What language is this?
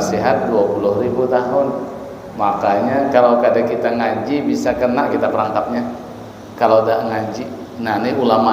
Banjar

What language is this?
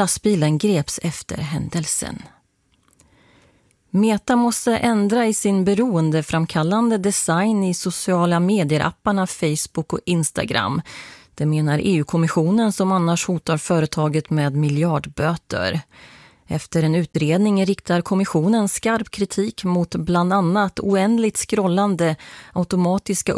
Swedish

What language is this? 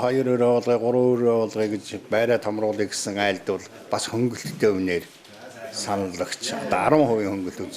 Mongolian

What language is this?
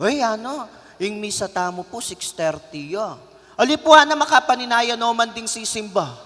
Pampanga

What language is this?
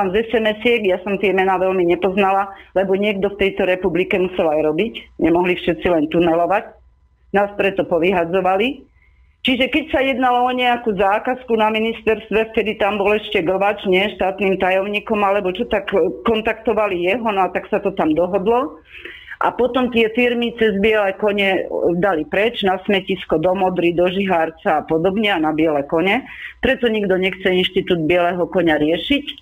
Slovak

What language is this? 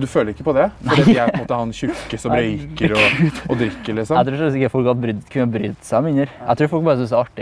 Norwegian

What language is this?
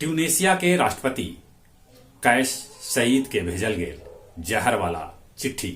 Magahi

